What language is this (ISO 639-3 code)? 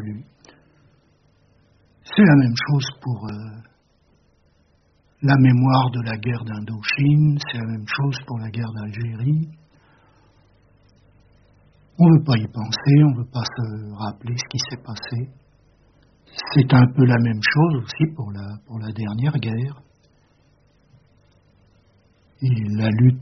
fra